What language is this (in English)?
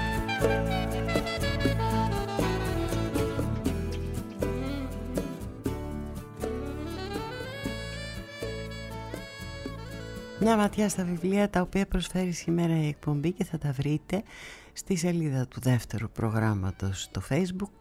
Greek